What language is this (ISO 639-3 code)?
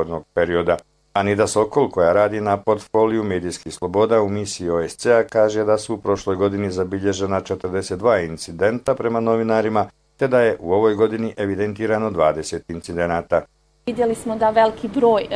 bos